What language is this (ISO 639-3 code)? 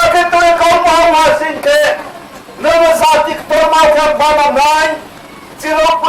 ria